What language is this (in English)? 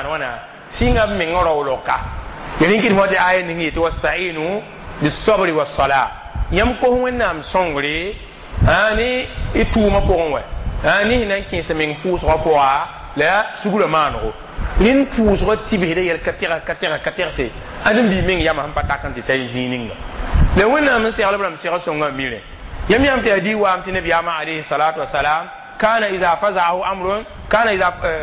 Mossi